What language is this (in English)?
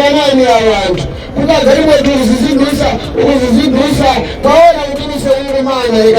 Nyanja